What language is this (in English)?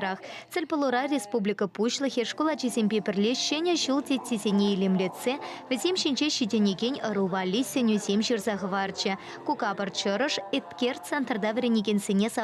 Chuvash